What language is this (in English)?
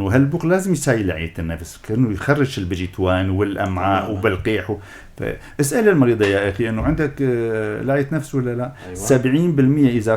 North Levantine Arabic